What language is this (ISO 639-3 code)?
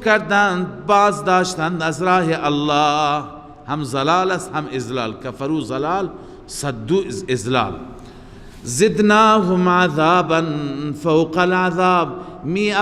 fas